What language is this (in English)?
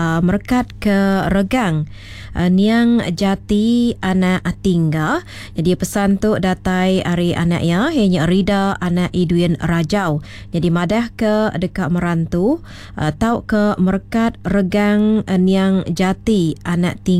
Iban